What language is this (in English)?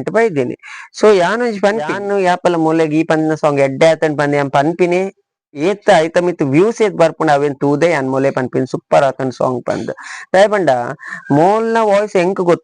Tulu